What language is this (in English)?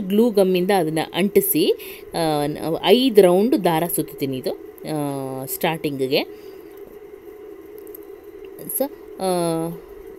Kannada